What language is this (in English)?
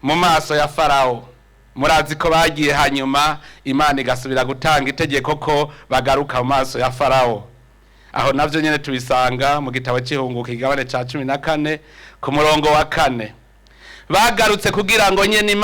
Rundi